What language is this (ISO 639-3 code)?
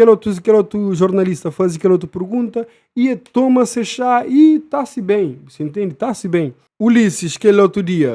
kea